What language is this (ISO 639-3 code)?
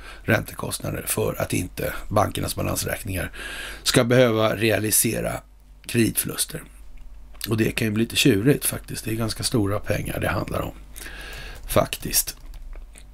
swe